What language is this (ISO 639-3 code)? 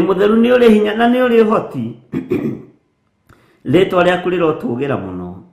kik